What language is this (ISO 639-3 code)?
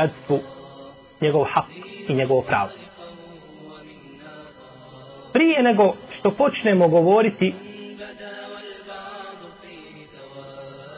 bos